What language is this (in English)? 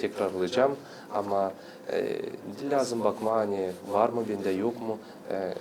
Gagauz